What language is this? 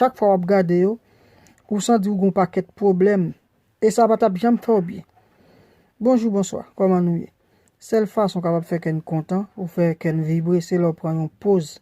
Haitian Creole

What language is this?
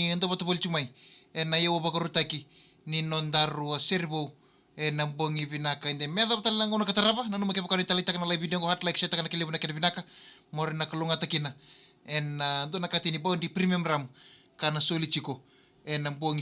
Fijian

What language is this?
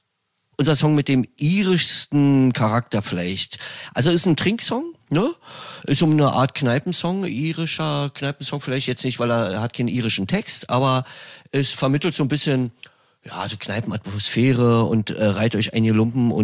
German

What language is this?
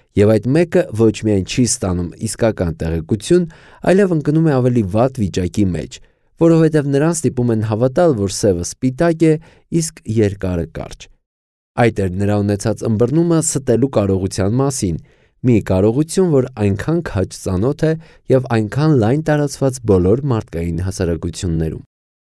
Armenian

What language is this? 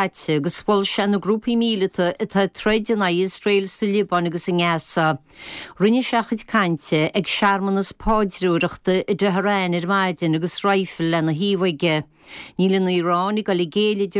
Irish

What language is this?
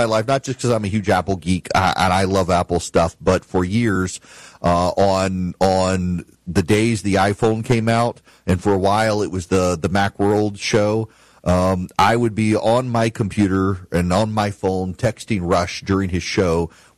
English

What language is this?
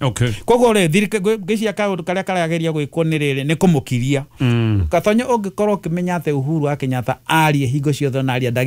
Kikuyu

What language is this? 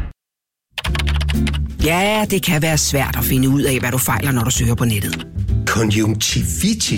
Danish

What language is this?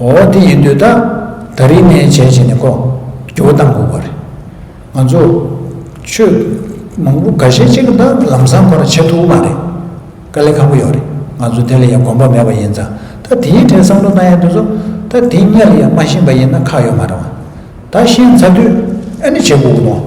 Tibetan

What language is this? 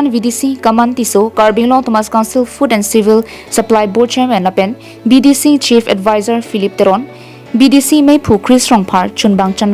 Karbi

